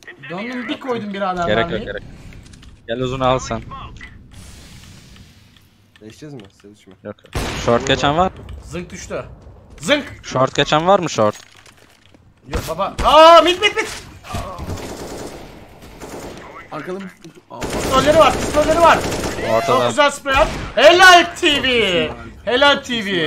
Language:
Turkish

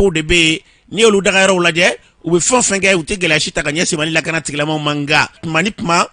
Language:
Bambara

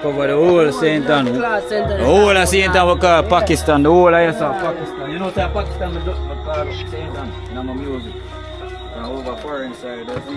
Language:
Jamaican Creole English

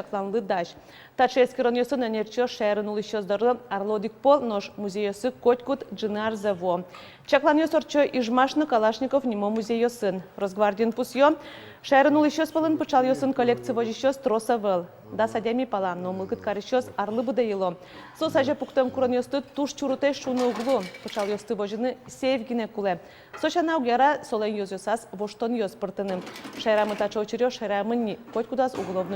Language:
Udmurt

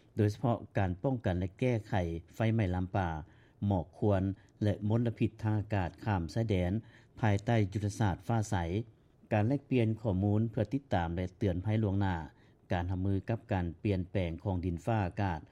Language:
Lao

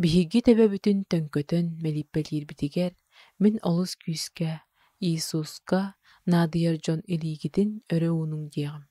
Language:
Yakut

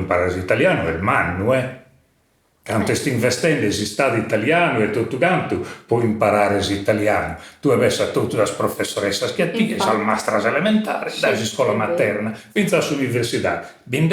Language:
Sardinian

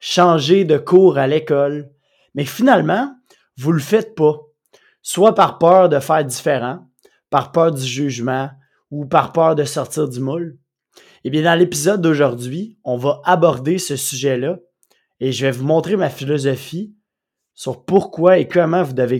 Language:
French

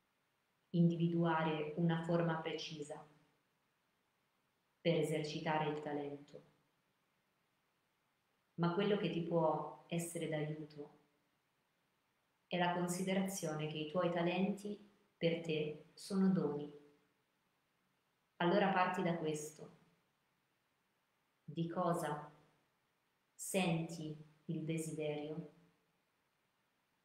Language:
Italian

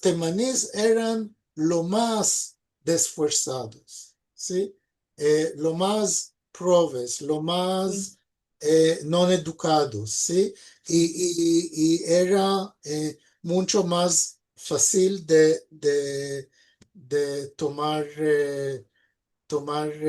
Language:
Ladino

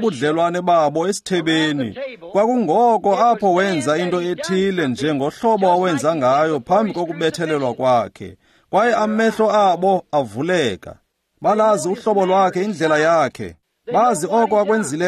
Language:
Xhosa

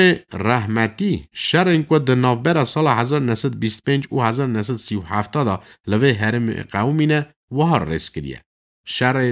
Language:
Kurdish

